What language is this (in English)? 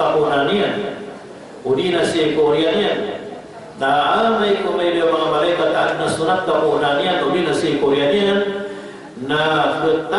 Maranao